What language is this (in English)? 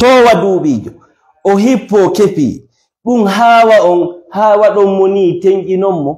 Fula